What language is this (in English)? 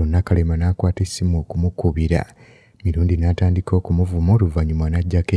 Ganda